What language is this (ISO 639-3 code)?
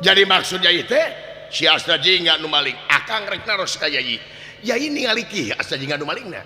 sun